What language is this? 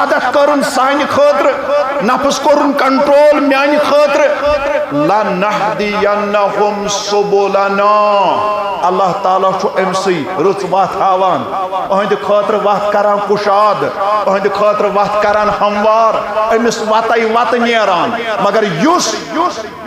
Kashmiri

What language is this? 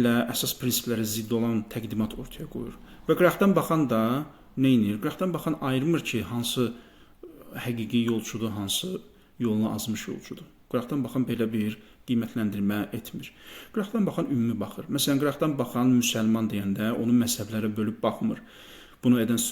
Azerbaijani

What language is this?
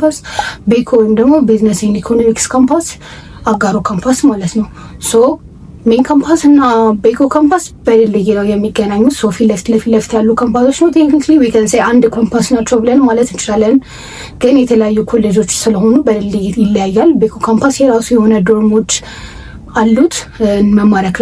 Amharic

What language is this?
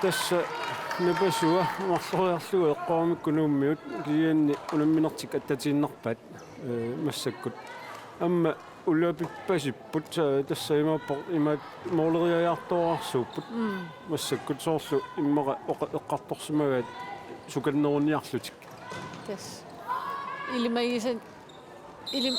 Kalaallisut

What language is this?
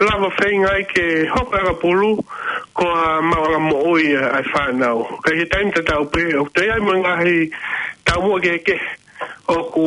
Tongan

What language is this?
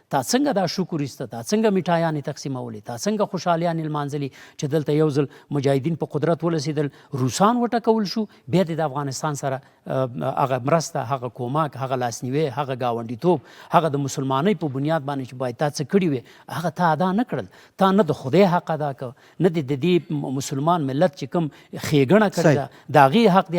Pashto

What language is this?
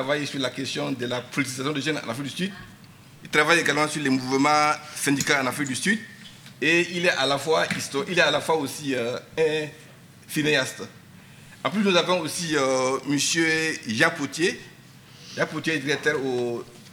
French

